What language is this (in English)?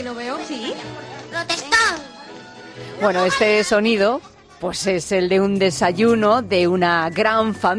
Spanish